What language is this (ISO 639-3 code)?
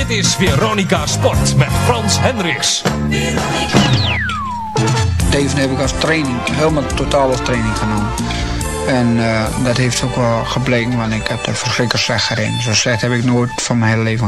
nld